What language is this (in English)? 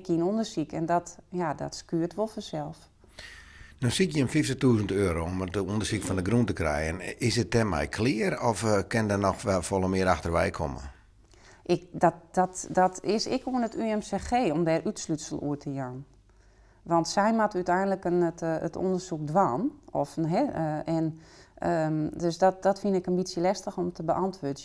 Western Frisian